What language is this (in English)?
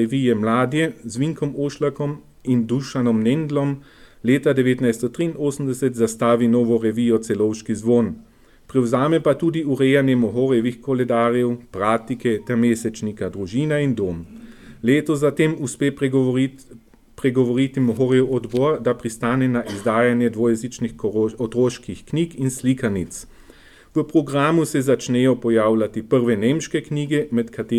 Slovenian